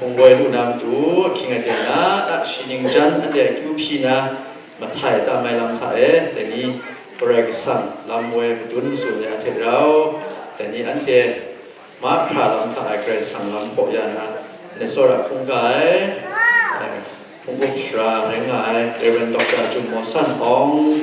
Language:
Kachin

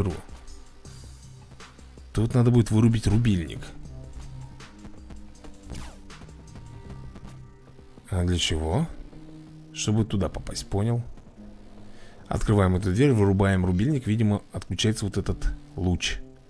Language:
Russian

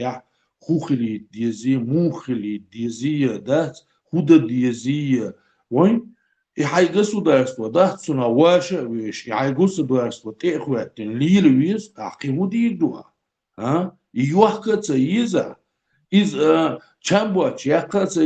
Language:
Chechen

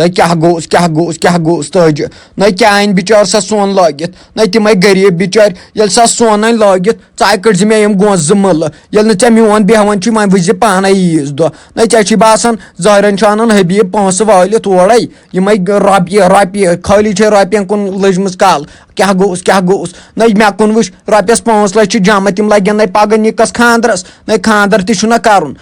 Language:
Kashmiri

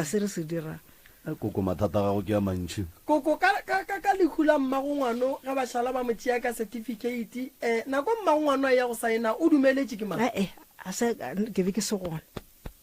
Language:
Northern Sotho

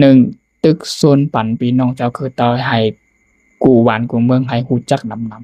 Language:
Shan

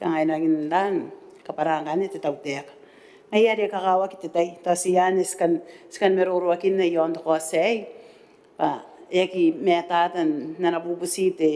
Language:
Gilbertese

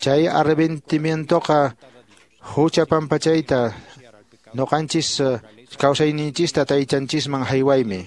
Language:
Quechua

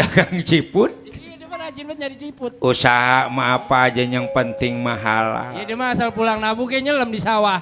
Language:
Betawi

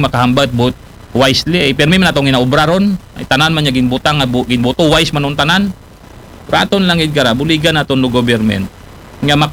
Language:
Aklanon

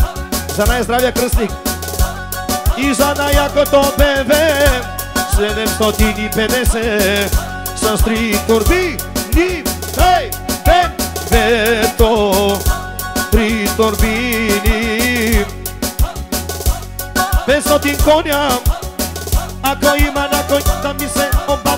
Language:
Bulgarian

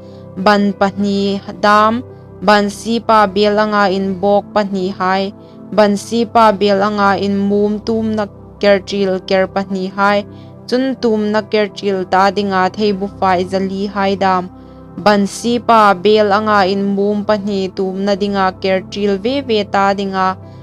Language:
Hmar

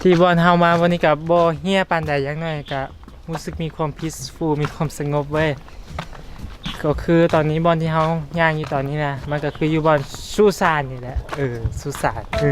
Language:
Lao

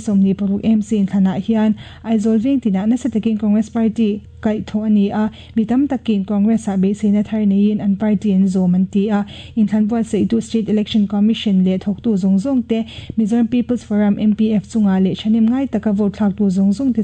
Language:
Mizo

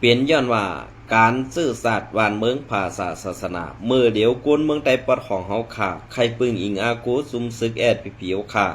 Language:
Shan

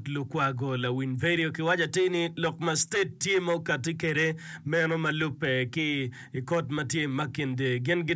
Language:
Acoli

